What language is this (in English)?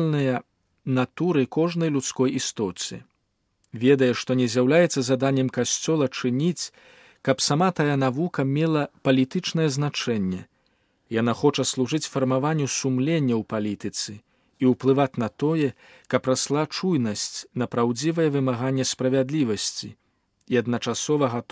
Belarusian